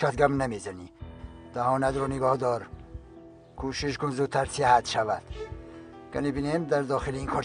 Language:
Tajik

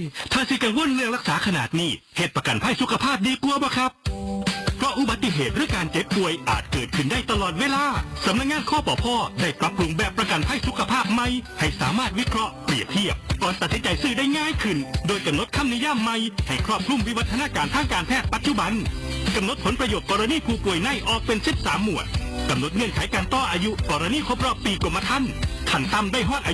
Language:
Northeastern Thai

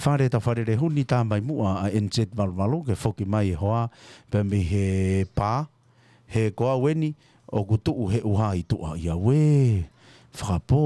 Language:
Tongan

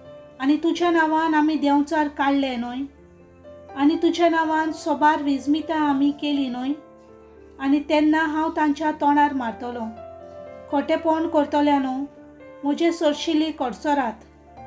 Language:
Konkani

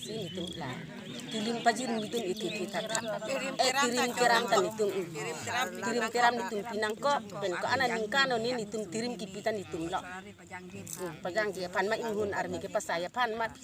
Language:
Karbi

